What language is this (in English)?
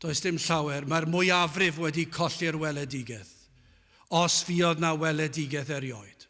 Welsh